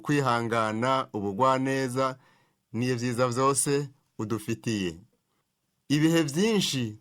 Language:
Rundi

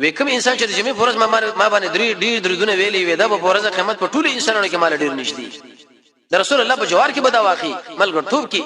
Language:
Pashto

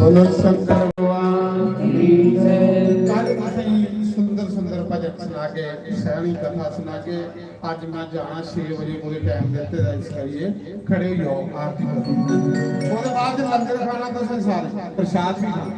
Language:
Dogri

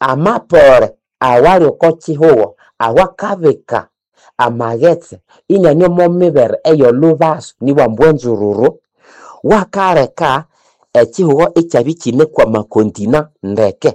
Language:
Nande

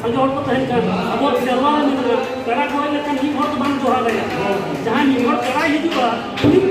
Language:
Santali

